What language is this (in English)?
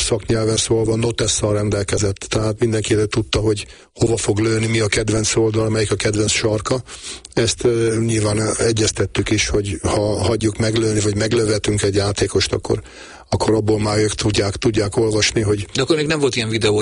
Hungarian